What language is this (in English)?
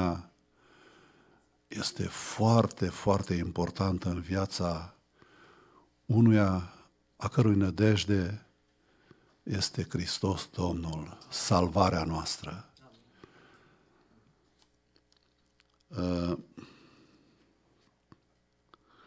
Romanian